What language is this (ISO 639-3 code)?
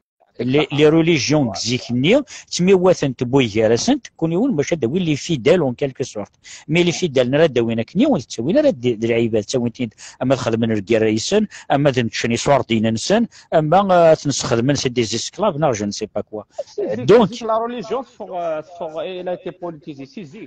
kab